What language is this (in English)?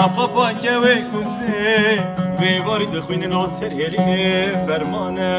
Kurdish